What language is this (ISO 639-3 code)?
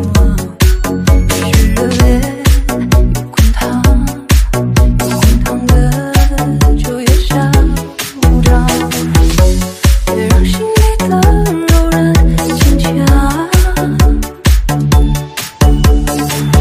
zho